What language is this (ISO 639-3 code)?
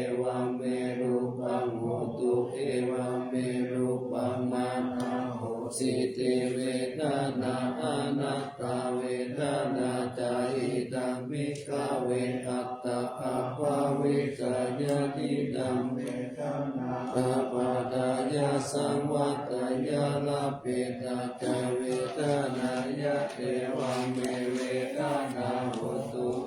pli